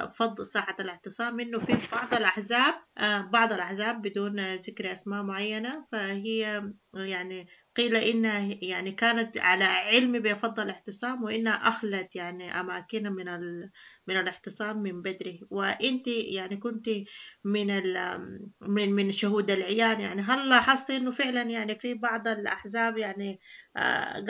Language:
Sudanese Arabic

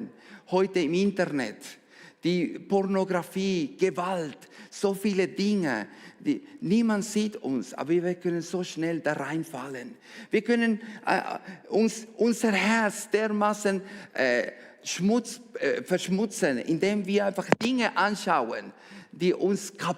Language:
Swiss German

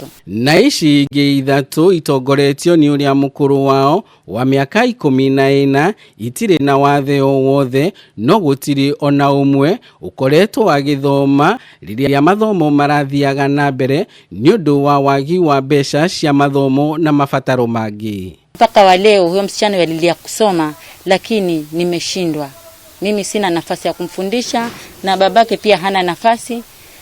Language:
Kikuyu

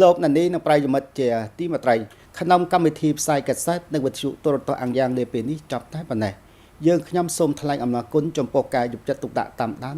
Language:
Khmer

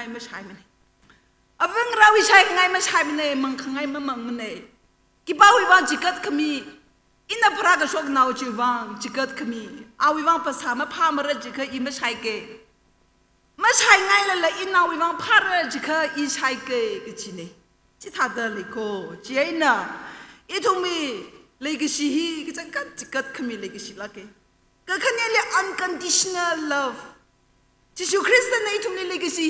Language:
Tangkhul Naga (India)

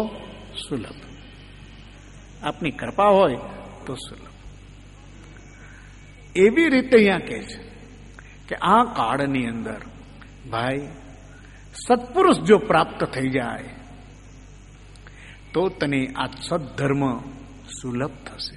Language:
Gujarati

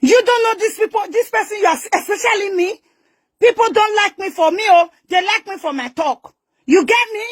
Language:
Nigerian Pidgin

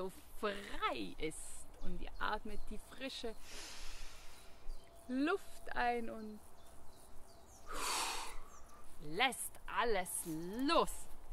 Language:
German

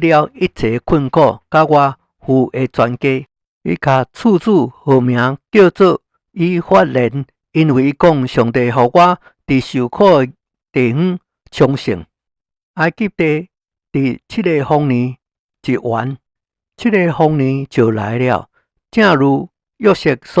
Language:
Min Nan Chinese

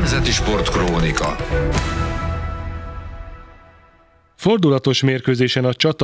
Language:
Hungarian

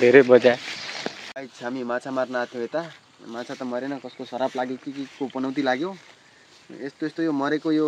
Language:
Nepali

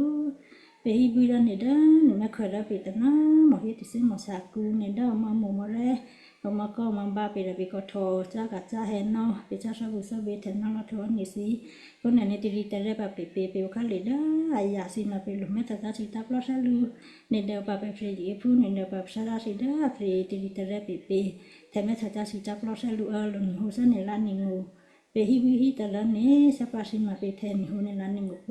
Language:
Western Kayah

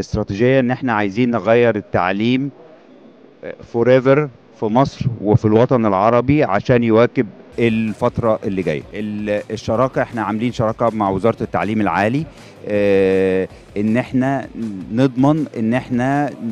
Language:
Egyptian Arabic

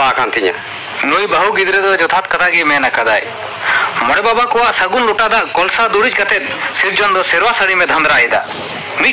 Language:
Santali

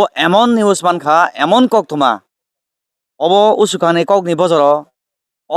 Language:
Kok Borok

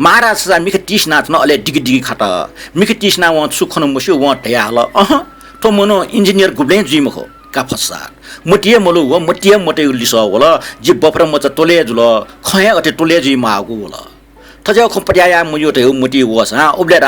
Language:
Newari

